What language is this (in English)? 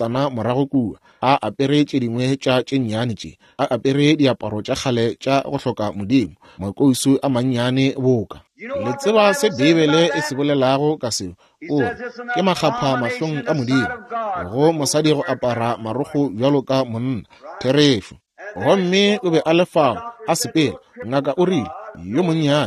Northern Sotho